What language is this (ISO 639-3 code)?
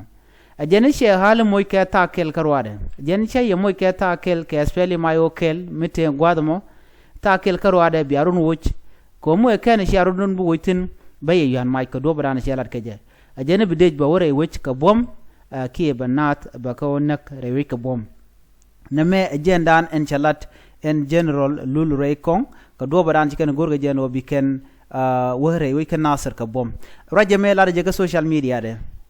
nus